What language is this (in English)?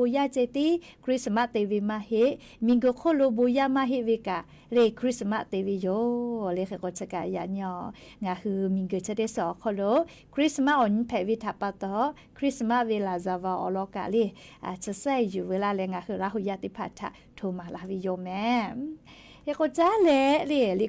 Lahu